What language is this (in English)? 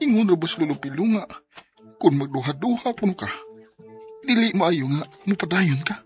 Cebuano